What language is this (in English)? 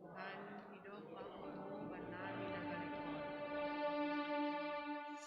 Batak Simalungun